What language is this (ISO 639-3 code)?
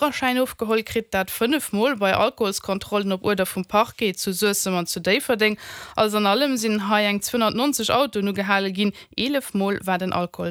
ltz